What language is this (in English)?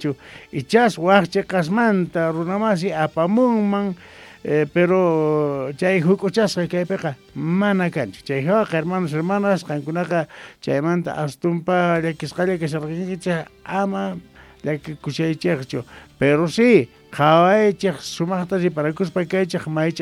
Quechua